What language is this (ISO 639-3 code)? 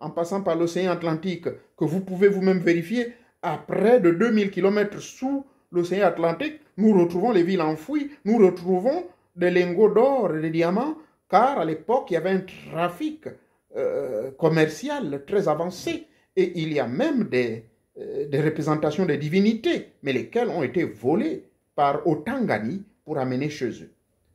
fra